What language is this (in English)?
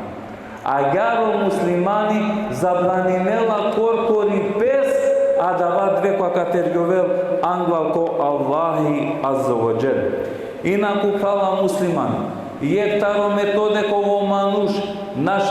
Balkan Romani